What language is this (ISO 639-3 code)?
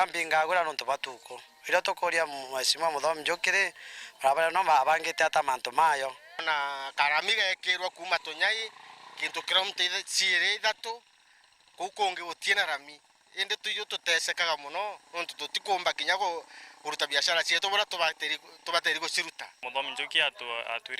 mer